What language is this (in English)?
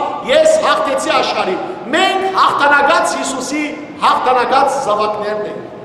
Western Armenian